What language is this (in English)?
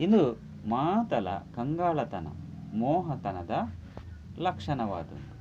Tulu